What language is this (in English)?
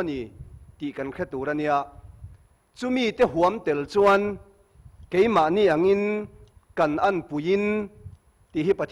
Mizo